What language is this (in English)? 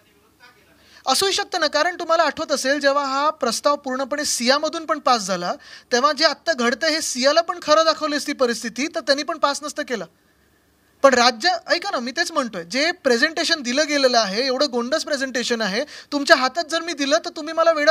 Marathi